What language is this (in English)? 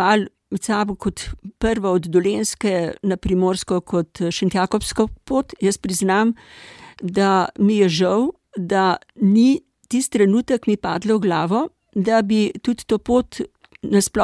Slovenian